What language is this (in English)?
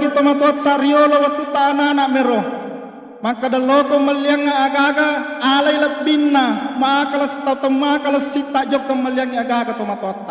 Buginese